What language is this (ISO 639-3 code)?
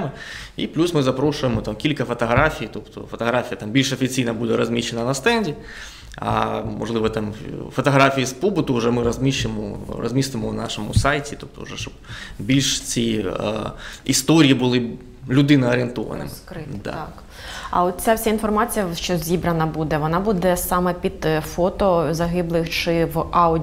ukr